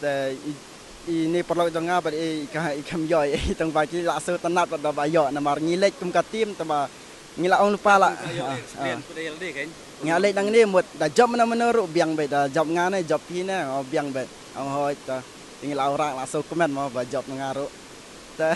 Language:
Khasi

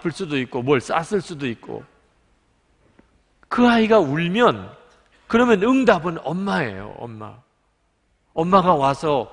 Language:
Korean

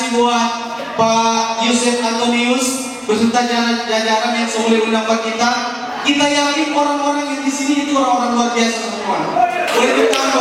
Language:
Manado Malay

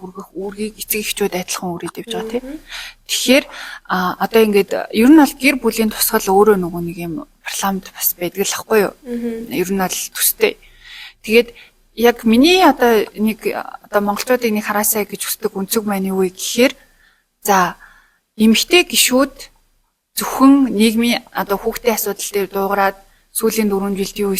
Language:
Mongolian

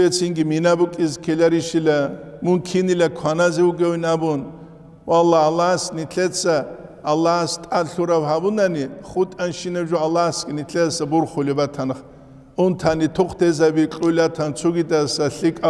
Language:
Avaric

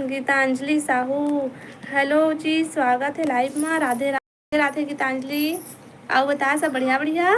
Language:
Chhattisgarhi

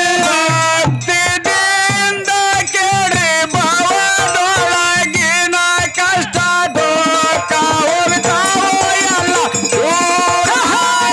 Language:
Kannada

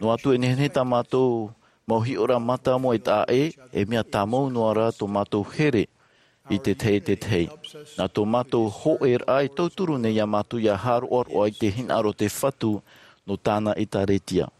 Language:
Tahitian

